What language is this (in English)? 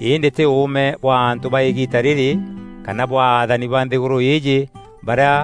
Meru